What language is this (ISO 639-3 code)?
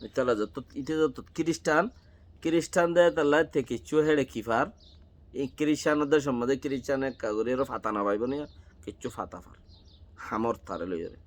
rhg